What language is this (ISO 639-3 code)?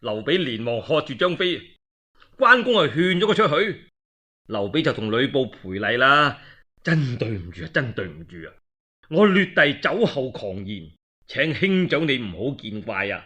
yue